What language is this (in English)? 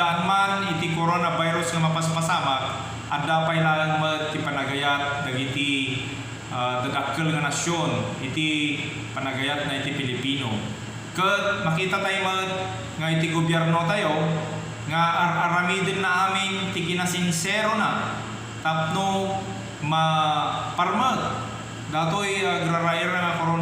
Iloko